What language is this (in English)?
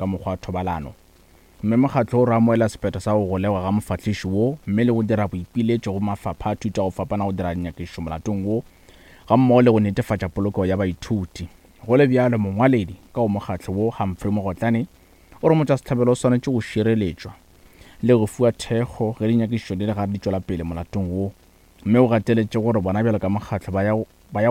Northern Sotho